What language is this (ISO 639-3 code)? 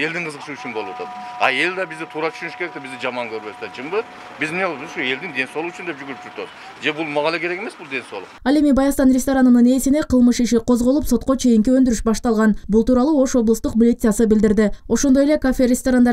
kir